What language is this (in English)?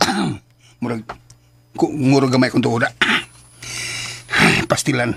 Cebuano